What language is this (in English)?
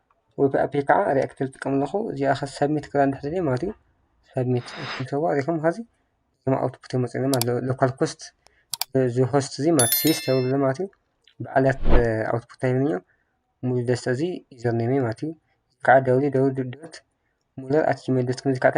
Tigrinya